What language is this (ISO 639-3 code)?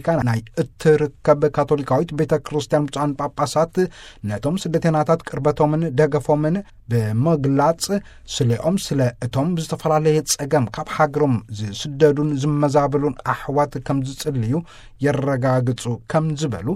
tir